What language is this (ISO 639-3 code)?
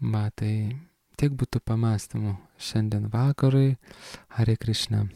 lit